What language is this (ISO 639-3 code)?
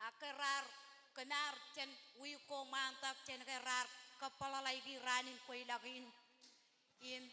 mah